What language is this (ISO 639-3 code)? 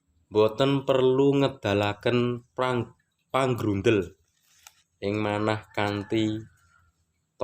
jav